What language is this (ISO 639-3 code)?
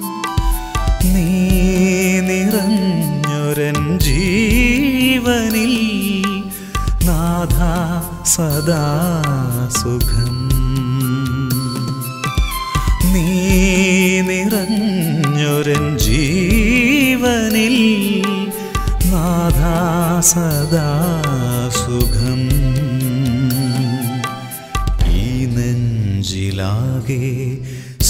mal